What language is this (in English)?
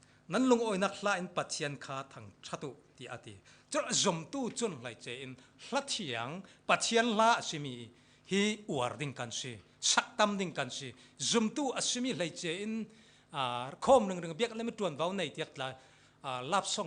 Falam Chin